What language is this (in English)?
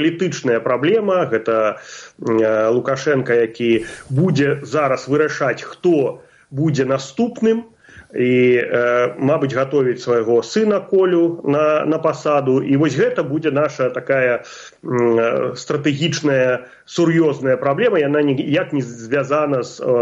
Belarusian